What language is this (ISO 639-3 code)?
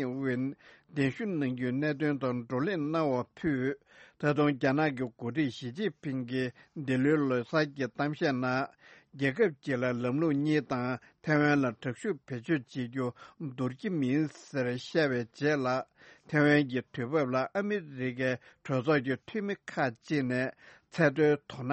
bod